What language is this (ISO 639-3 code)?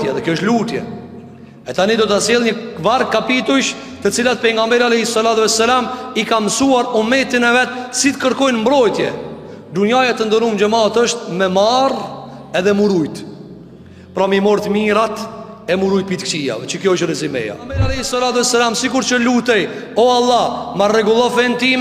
sqi